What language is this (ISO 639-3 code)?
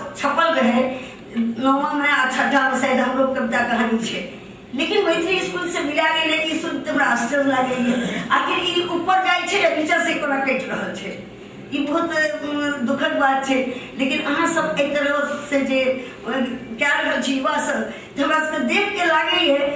mai